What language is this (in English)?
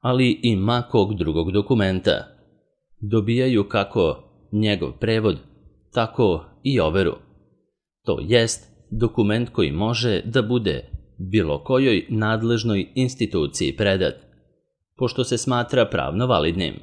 Serbian